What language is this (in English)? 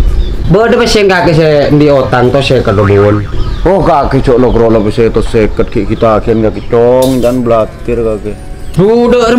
Madurese